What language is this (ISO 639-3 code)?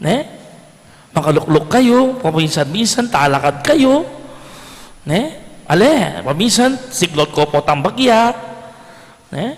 pam